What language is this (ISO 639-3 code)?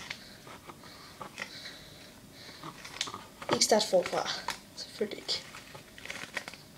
dan